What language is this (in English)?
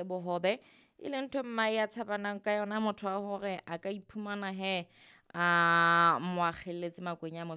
Southern Sotho